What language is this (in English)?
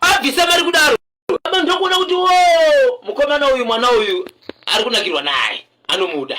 Shona